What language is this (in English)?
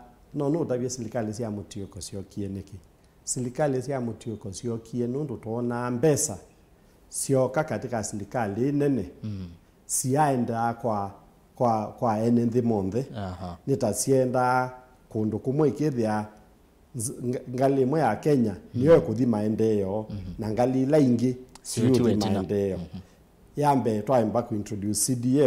Kamba